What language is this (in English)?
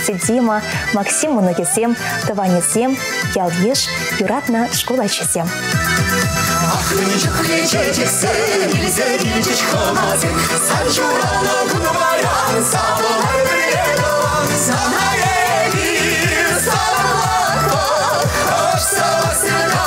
Chuvash